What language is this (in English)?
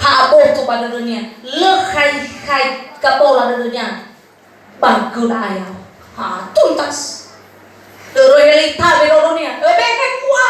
Nias